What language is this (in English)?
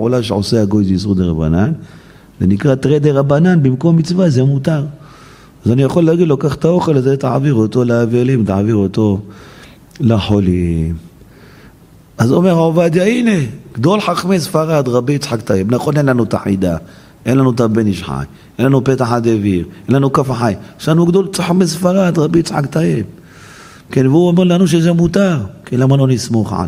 Hebrew